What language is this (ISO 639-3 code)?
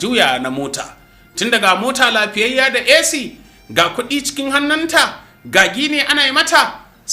hau